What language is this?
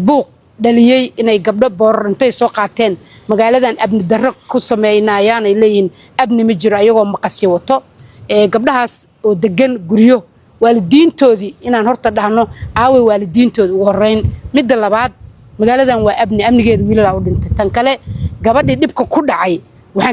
Somali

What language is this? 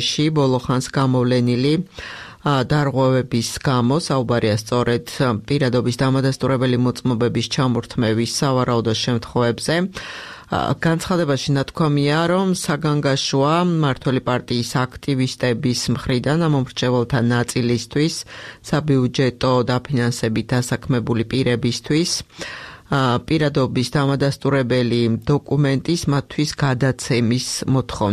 Georgian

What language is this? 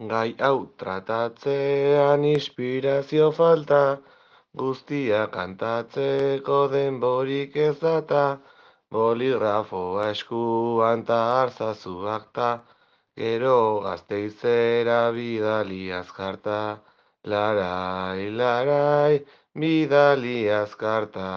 Basque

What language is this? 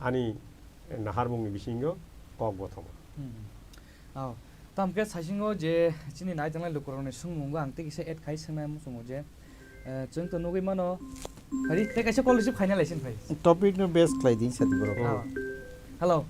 Kok Borok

